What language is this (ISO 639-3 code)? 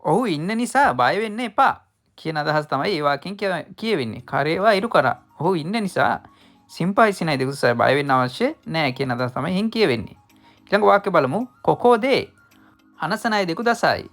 sin